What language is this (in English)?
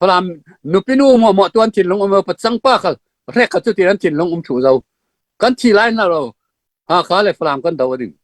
Falam Chin